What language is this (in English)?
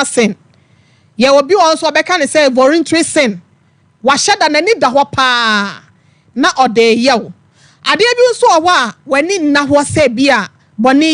Akan